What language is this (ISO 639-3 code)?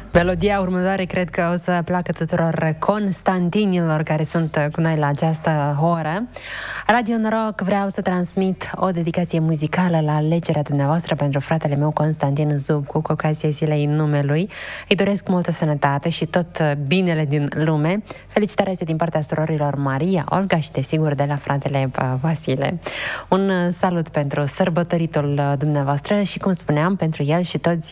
ron